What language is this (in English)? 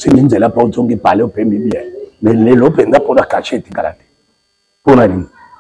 Lingala